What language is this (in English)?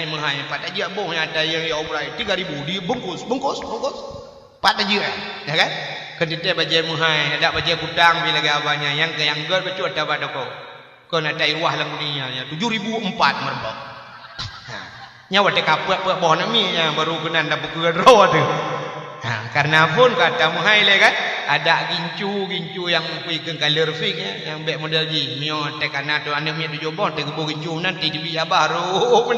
Achinese